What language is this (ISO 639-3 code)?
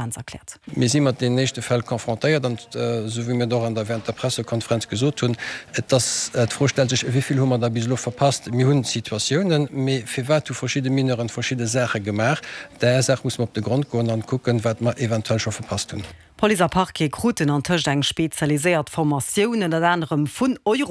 ltz